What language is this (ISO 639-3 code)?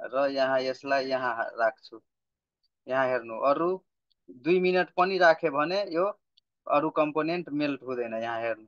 nep